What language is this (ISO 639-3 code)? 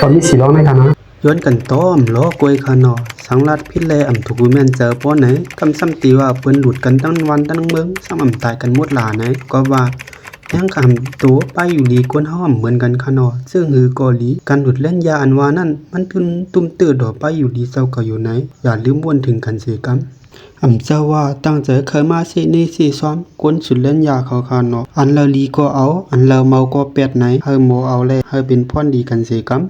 shn